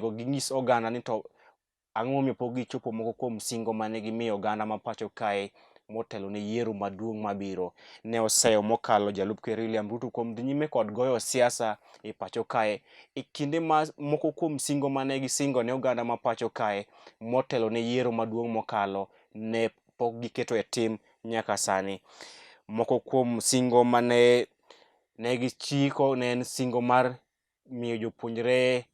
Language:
Luo (Kenya and Tanzania)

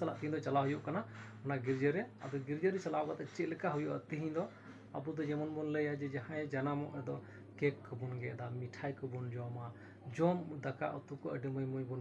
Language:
Santali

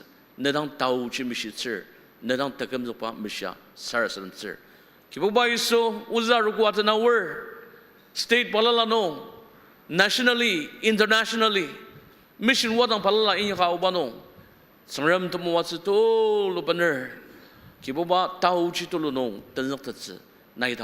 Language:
Ao Naga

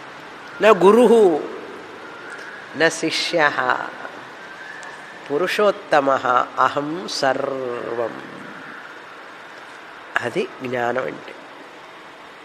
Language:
Telugu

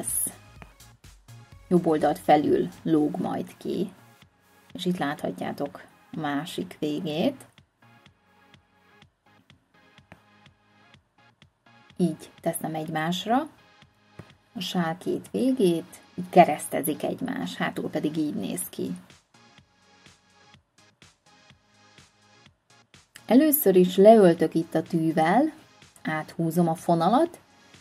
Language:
Hungarian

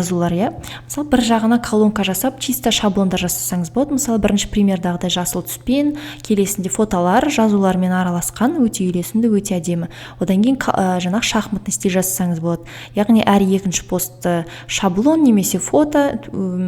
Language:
Kazakh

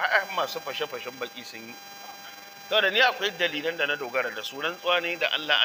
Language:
Hausa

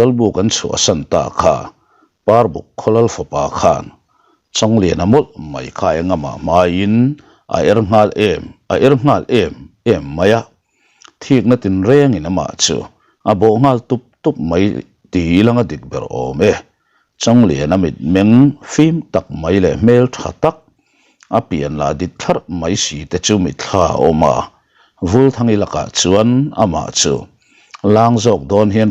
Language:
Mizo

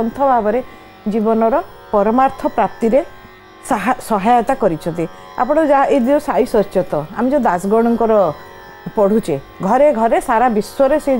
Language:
Odia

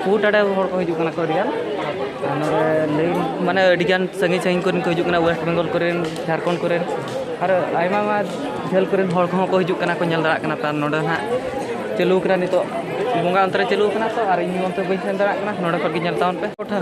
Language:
Santali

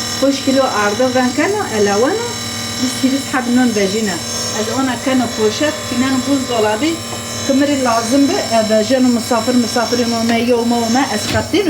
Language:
Zaza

